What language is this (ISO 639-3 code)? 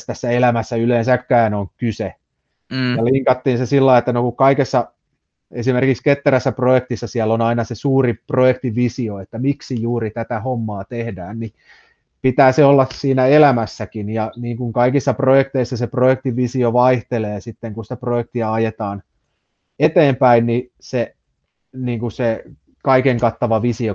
fin